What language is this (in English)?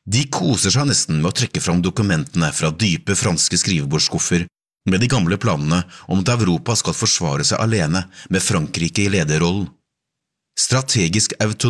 Norwegian